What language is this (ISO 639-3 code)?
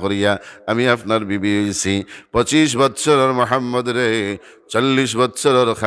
syl